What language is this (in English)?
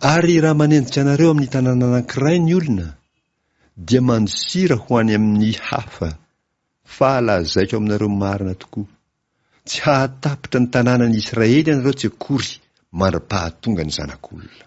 Malagasy